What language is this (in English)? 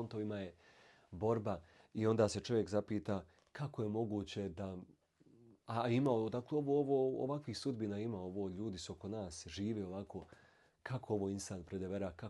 Bosnian